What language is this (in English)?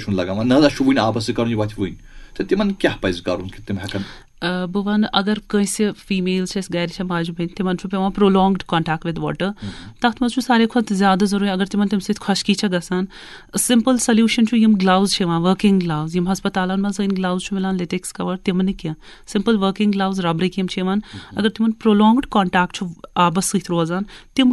Kashmiri